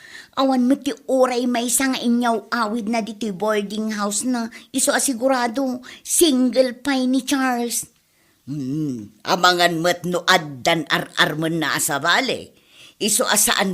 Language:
Iloko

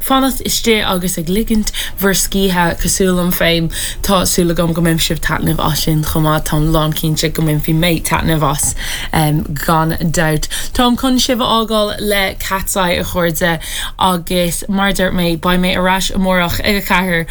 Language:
Irish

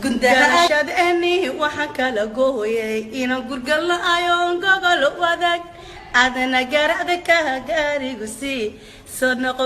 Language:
Somali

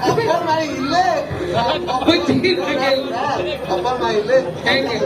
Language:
Balinese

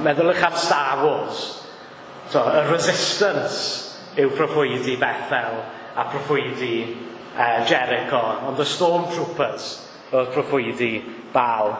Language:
Welsh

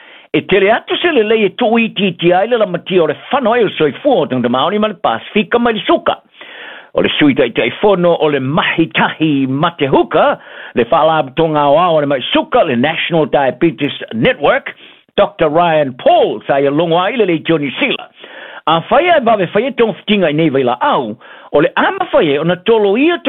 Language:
Samoan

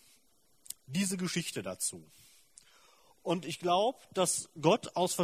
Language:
German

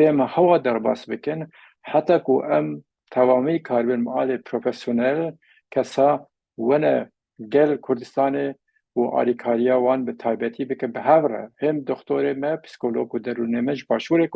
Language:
Kurdish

